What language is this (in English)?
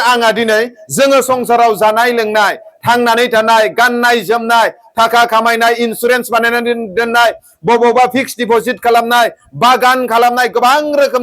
Bodo